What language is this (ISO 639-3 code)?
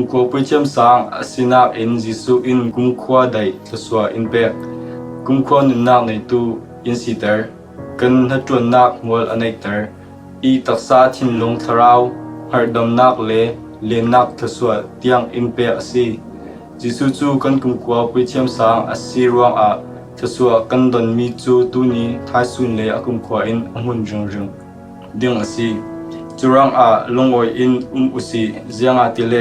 cfm